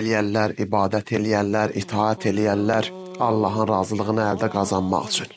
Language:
Azerbaijani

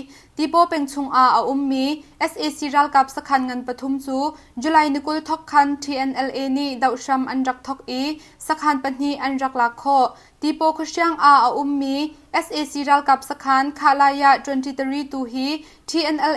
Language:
Hakha Chin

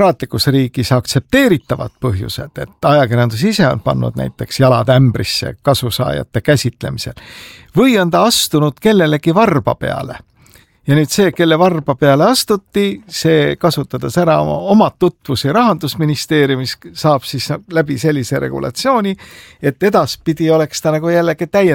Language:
Estonian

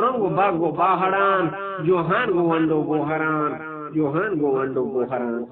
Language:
Eastern Balochi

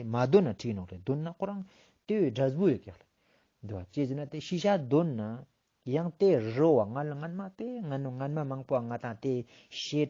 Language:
Ladakhi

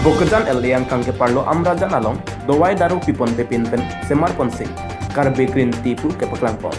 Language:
Karbi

